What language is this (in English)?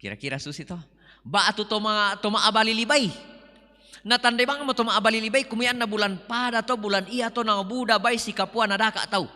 Toraja-Sa'dan